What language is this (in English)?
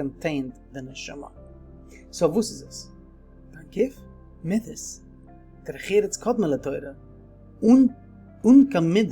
Yiddish